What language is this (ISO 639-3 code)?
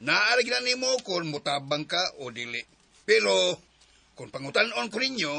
ceb